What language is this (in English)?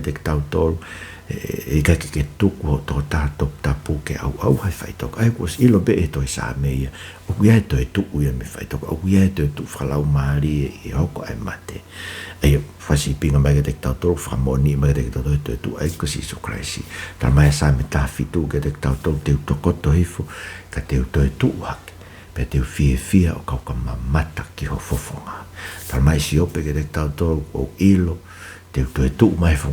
Tongan